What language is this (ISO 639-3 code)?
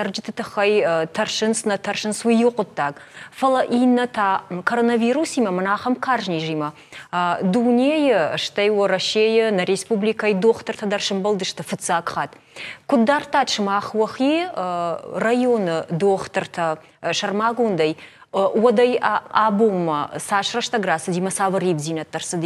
oss